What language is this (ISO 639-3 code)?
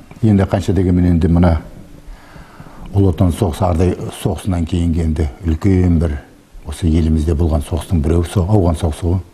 kaz